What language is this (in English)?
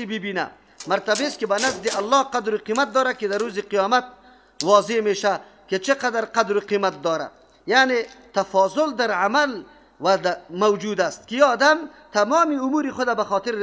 Persian